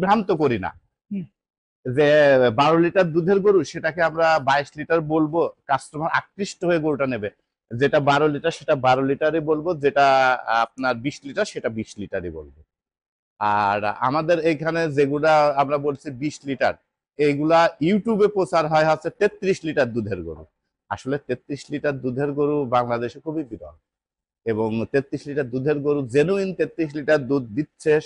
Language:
Bangla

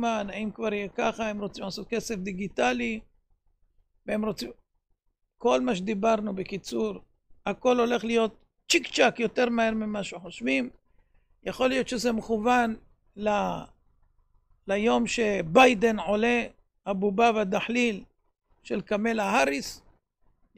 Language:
Hebrew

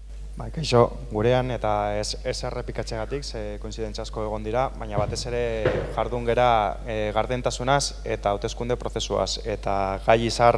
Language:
Basque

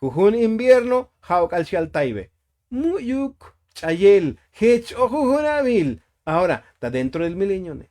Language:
Tzotzil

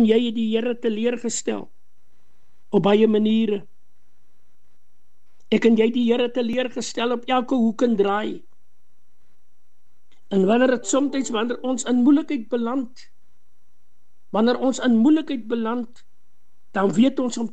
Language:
Afrikaans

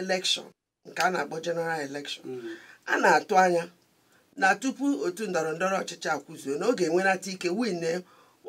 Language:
Igbo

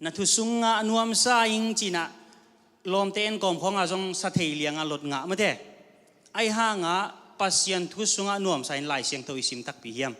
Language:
Tedim Chin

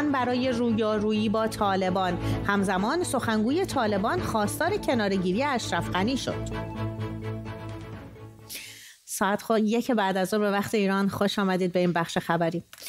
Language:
Persian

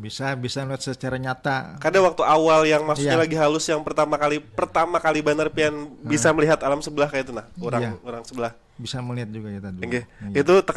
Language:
Banjar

